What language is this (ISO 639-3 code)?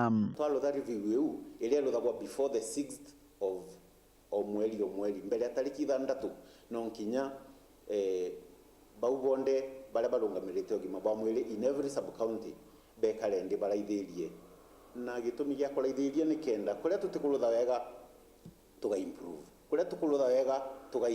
mer